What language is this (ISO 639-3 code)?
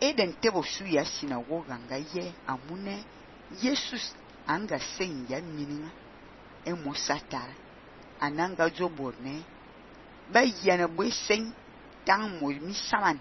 fan